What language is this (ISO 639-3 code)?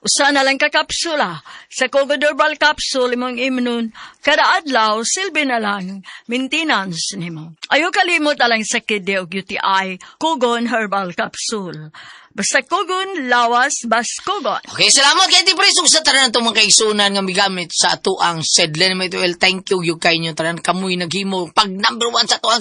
ceb